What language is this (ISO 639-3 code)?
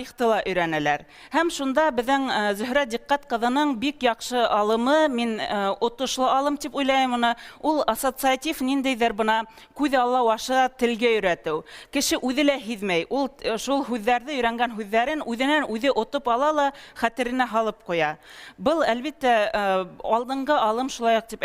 bak